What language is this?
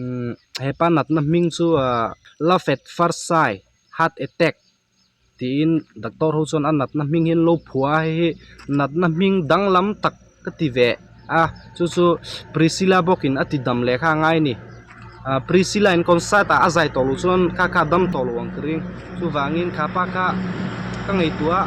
Mizo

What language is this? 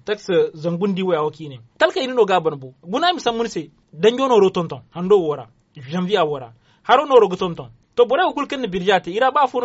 Zarma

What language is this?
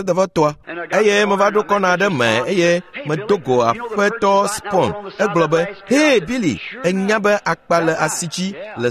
Ewe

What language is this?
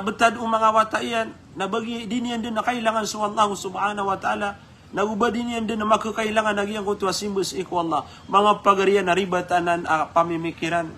Maranao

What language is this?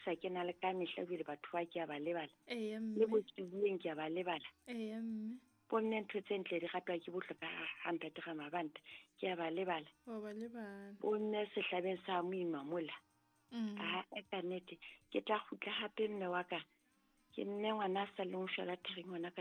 Southern Sotho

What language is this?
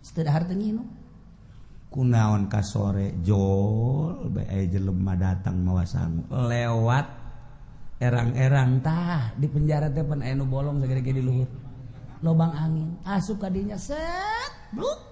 Sundanese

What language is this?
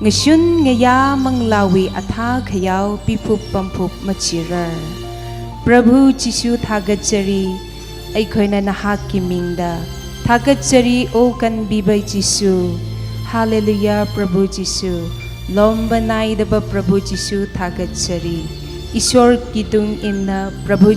Tangkhul Naga (India)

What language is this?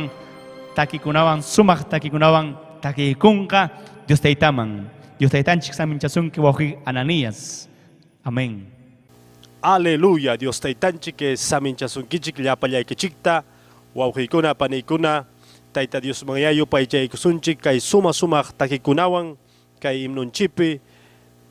Ayacucho Quechua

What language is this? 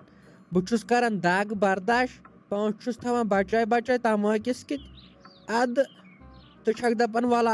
Kashmiri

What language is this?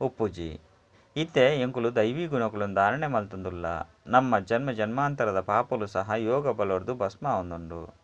Tulu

